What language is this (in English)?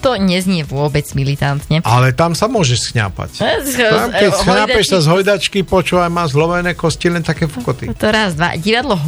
Slovak